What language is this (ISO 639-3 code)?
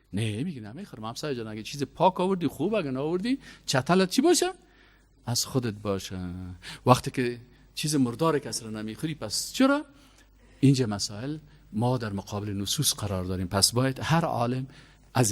fas